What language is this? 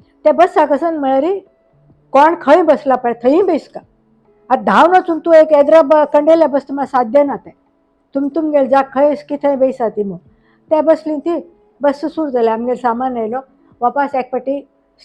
Konkani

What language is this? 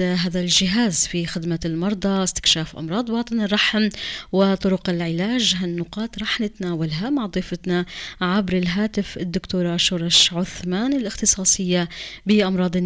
North Levantine Arabic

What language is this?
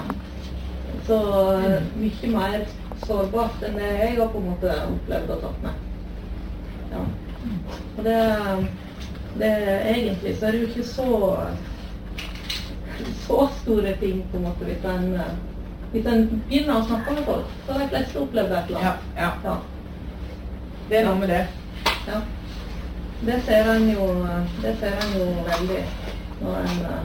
Norwegian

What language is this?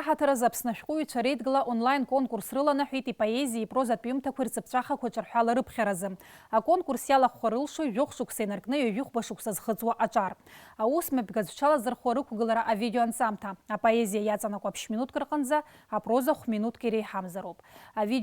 Abkhazian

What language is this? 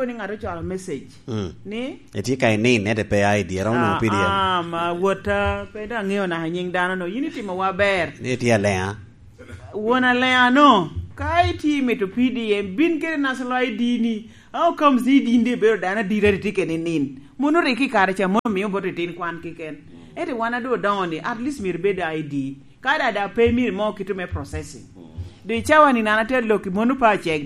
Lango (Uganda)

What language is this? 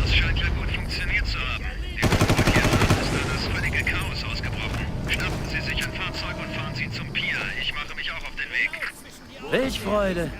Bavarian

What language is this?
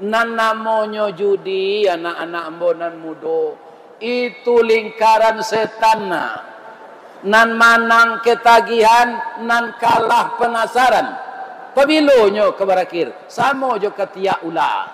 Minangkabau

